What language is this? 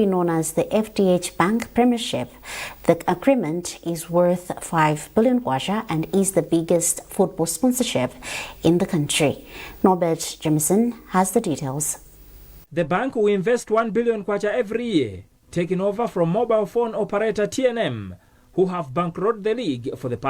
English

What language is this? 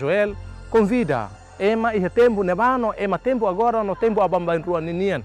Tetum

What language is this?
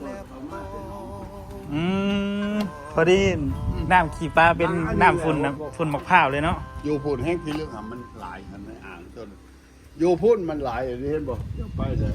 Lao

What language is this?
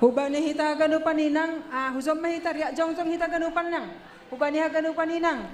Batak Simalungun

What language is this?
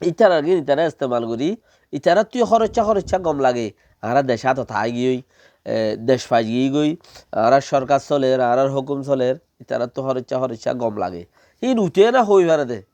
Rohingya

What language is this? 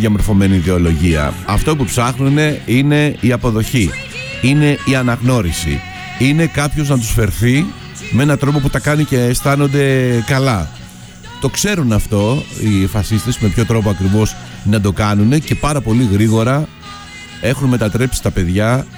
Greek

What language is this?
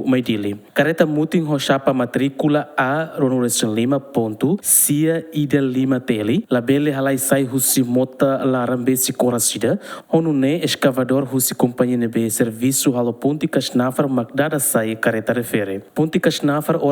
Tetum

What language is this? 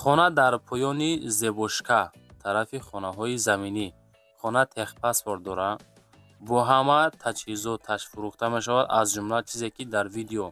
Tajik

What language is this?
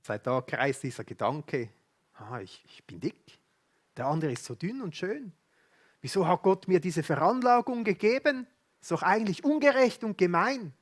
Swiss German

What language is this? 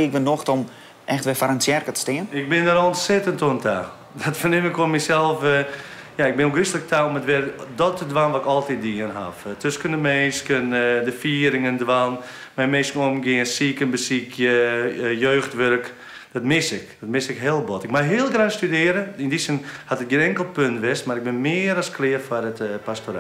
Western Frisian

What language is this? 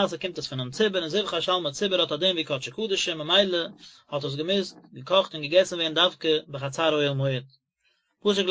Yiddish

